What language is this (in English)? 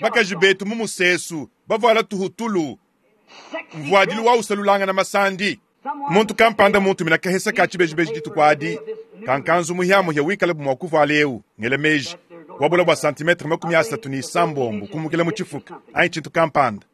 Luba-Lulua